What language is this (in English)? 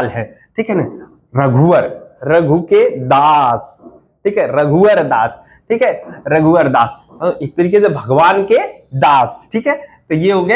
Hindi